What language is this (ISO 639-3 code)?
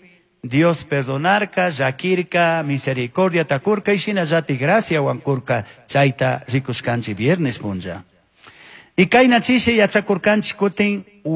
qug